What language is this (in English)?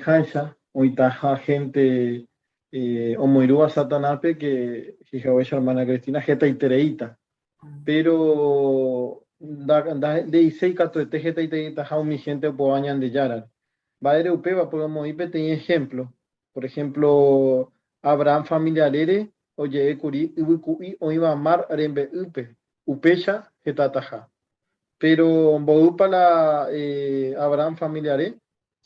Guarani